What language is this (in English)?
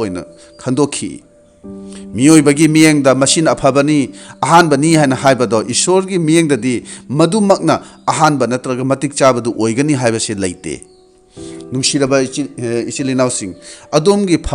Manipuri